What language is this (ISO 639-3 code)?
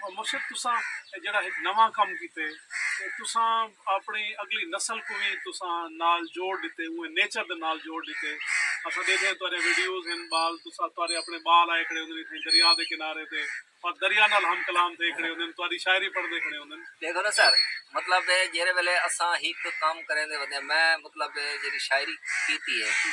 skr